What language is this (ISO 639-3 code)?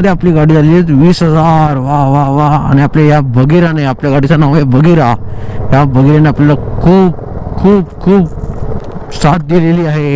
mar